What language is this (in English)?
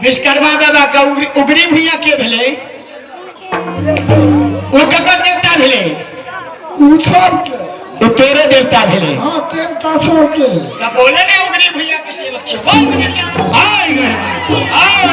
Maithili